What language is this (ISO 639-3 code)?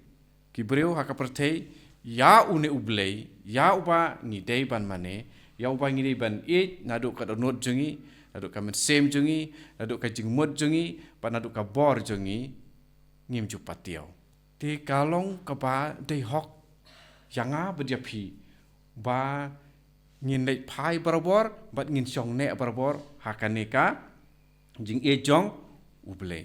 kha